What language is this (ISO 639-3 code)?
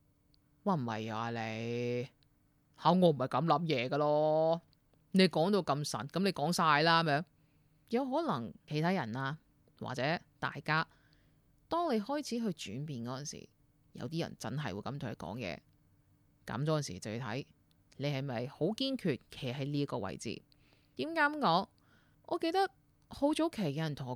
yue